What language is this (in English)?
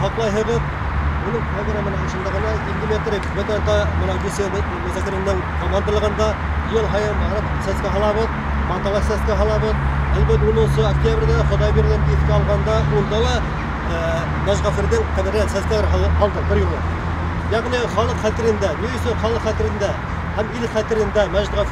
Bashkir